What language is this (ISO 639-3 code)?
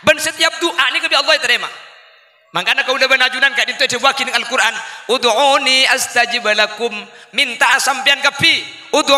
mad